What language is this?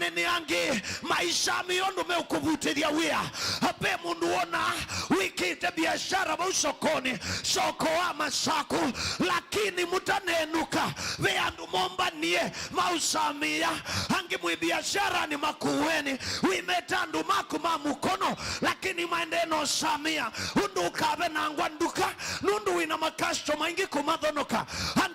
Kamba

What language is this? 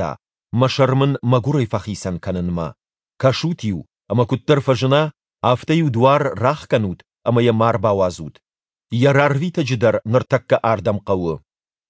Ossetic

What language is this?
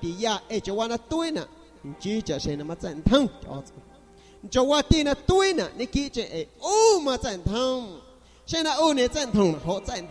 San Pedro Amuzgos Amuzgo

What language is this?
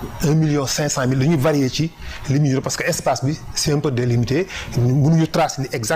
Wolof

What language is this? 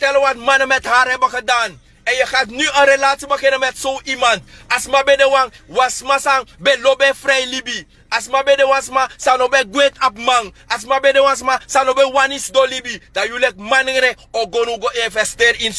Sranan Tongo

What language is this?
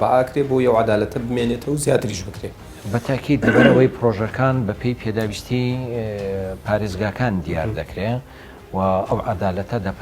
Central Kurdish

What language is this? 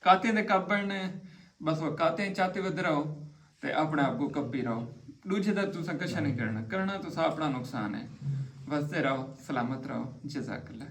Saraiki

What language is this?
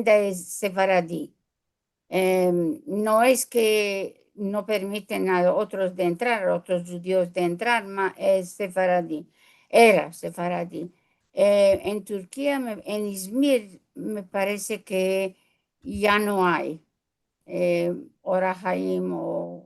Ladino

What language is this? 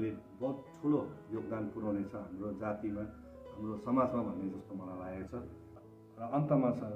Nepali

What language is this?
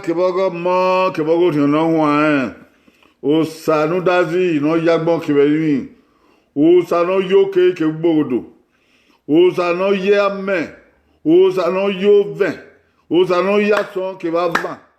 Bini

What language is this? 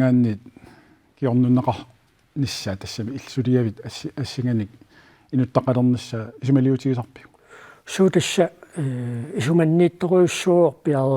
Kalaallisut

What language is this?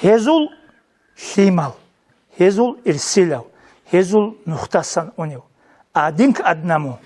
Avaric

